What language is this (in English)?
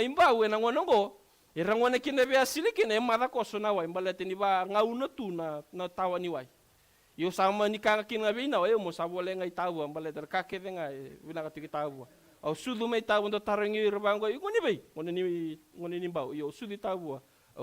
Fijian